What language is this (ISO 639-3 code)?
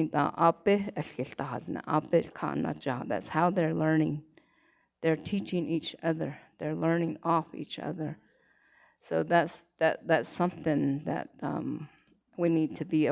nav